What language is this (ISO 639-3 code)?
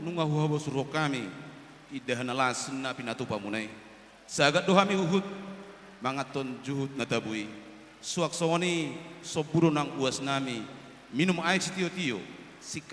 bbc